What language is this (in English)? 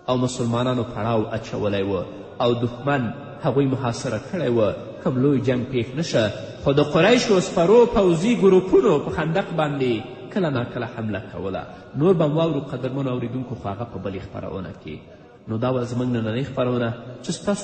Pashto